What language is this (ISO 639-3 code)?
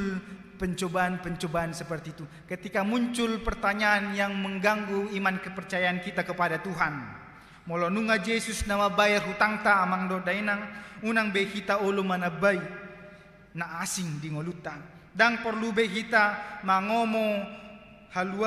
bbc